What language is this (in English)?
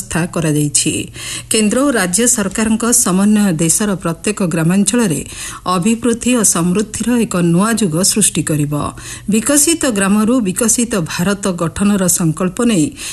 Odia